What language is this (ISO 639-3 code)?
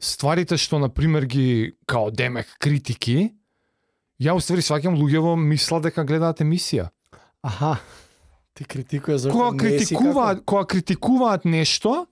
mkd